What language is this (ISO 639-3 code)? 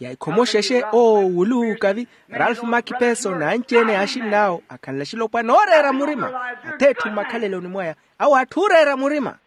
vmw